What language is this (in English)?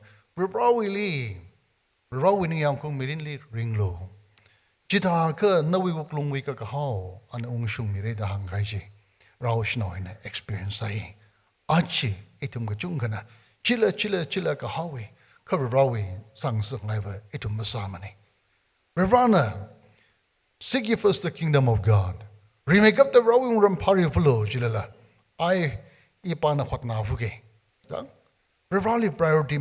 Tangkhul Naga (India)